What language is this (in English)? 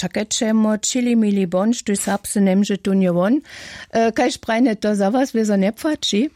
Upper Sorbian